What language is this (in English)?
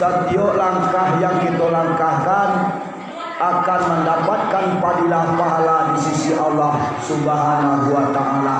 Minangkabau